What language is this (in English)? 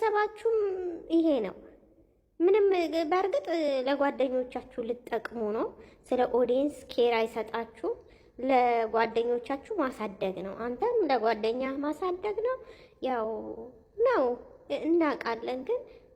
Amharic